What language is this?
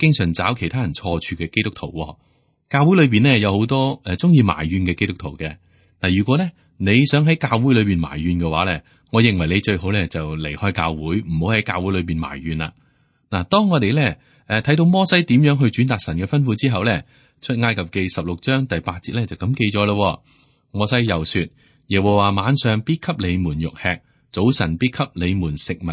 Cantonese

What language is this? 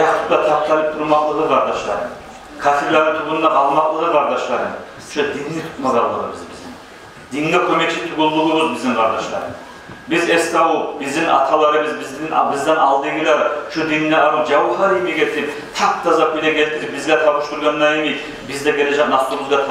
Kumyk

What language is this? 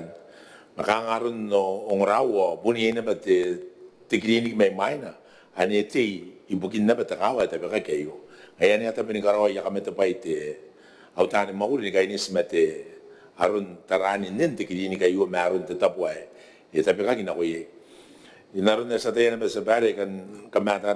Gilbertese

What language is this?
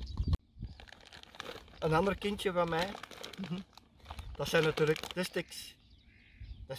Dutch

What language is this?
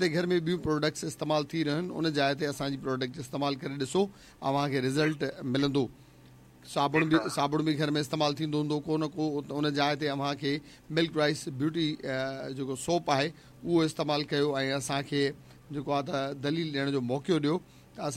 Sindhi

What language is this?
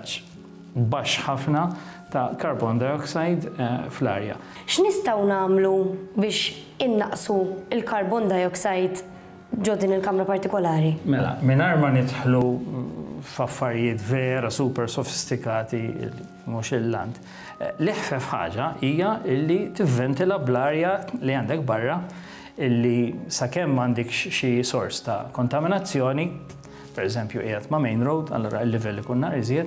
Maltese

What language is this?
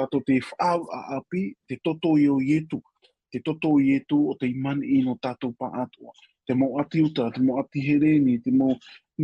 Tahitian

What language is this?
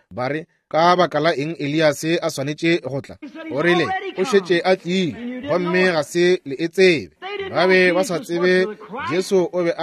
Northern Sotho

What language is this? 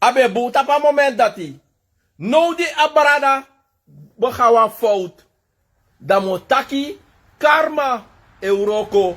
Sranan Tongo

